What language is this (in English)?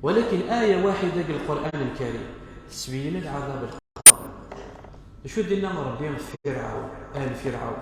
Kabyle